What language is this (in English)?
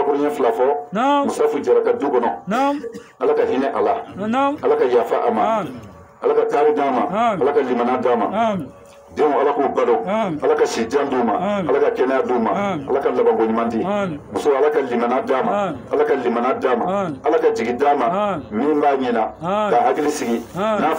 Bambara